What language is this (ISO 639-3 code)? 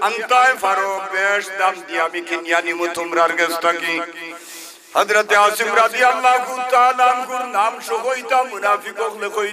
syl